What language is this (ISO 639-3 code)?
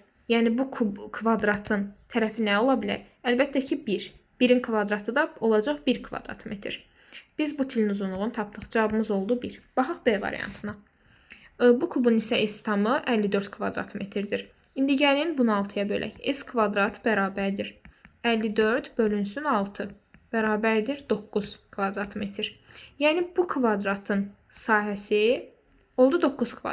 aze